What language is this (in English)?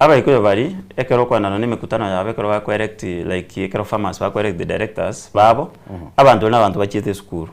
Gusii